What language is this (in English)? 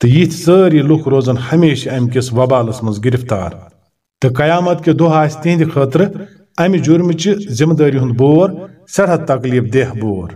Kashmiri